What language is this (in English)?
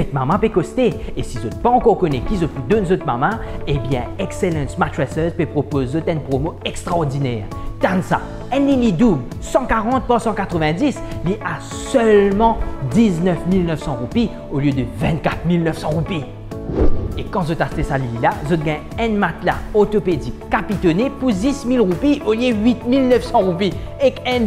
Morisyen